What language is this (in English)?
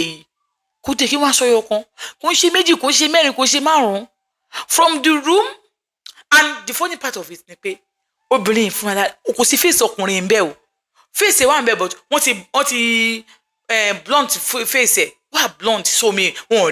Yoruba